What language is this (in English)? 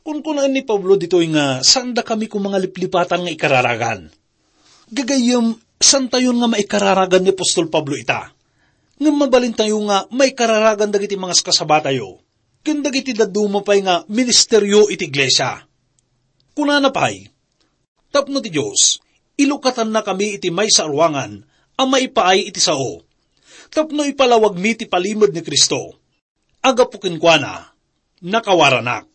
Iloko